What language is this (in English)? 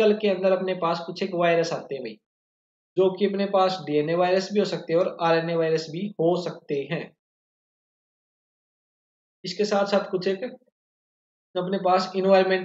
Hindi